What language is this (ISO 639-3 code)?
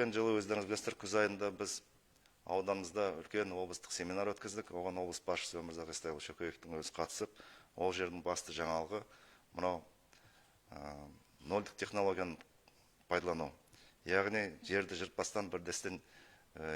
kaz